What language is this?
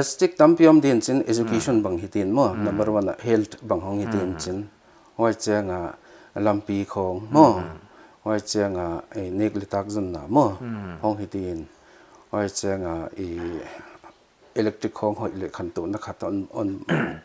Paite Chin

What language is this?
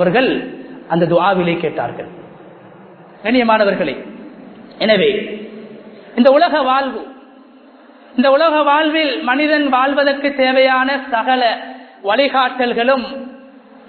Tamil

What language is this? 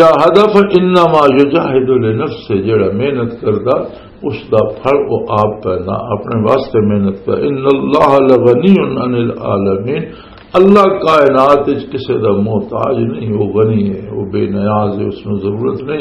Western Panjabi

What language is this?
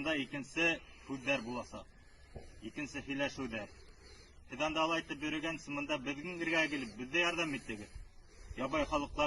Bashkir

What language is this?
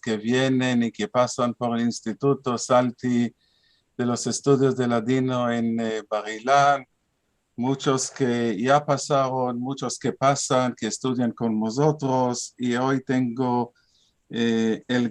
Ladino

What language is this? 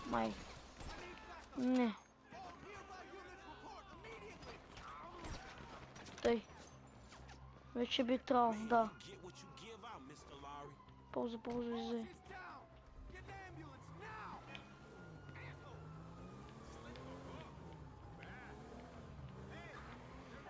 Bulgarian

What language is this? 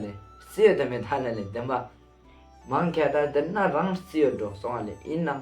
Ladakhi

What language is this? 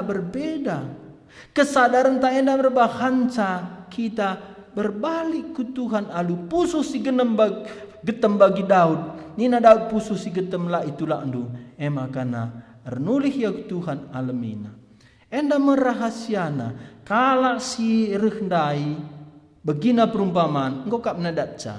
Batak Karo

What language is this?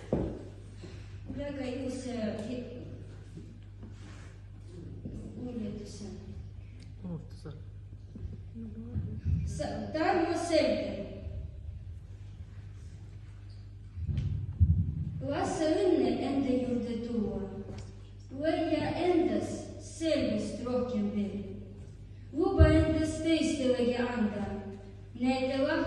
Estonian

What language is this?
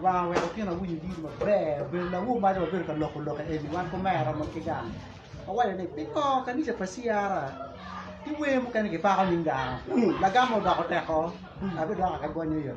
Acoli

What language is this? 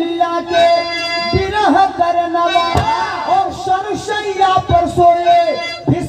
Bhojpuri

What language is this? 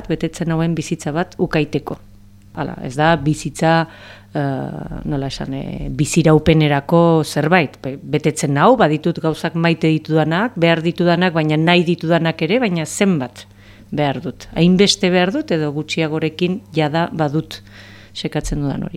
Basque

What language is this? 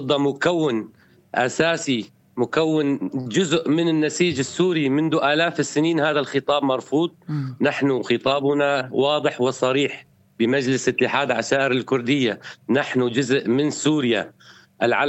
North Levantine Arabic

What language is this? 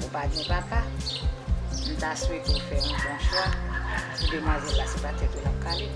Haitian Creole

